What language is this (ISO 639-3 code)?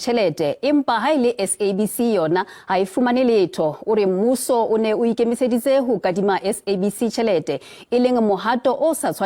sot